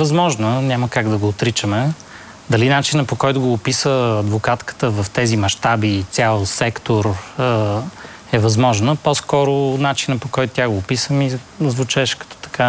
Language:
Bulgarian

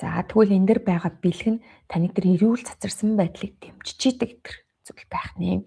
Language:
Mongolian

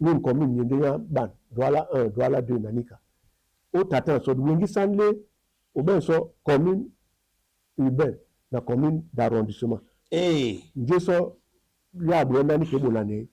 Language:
Duala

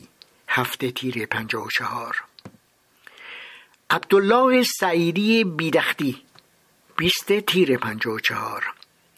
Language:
Persian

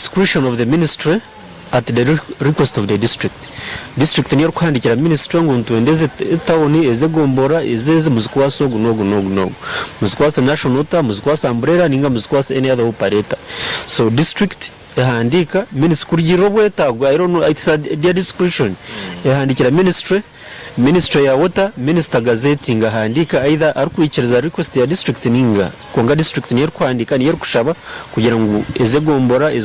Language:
Nyankole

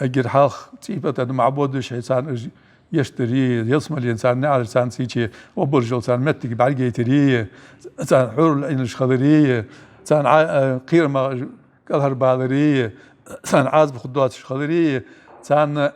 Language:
Ingush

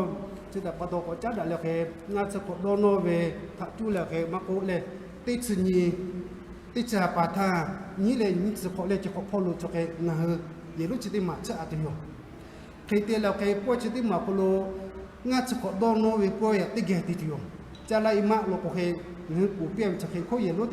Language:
Lahu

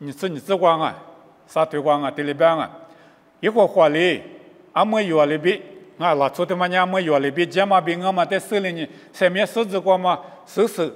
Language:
Lisu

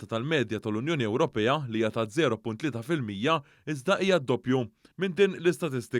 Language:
Maltese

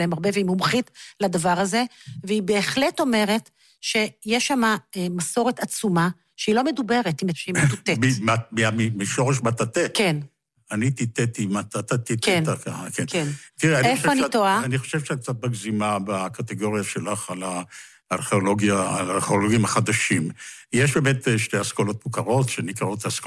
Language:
Hebrew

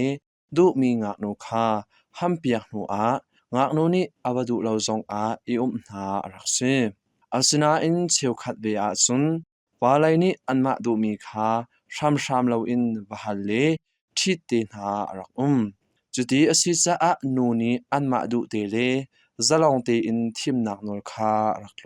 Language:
Hakha Chin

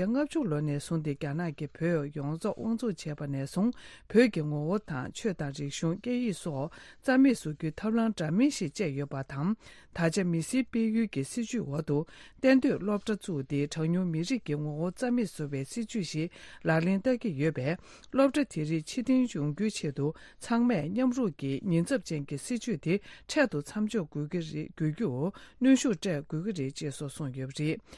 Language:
Tibetan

